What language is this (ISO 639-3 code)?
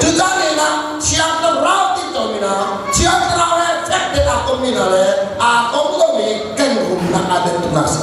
cnh